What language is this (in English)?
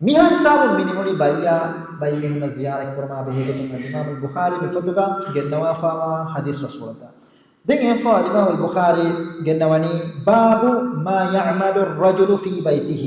Divehi